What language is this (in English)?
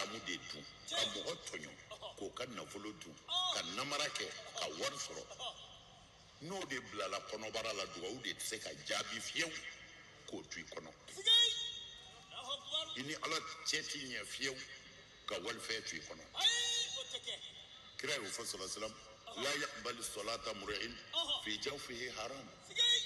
Bambara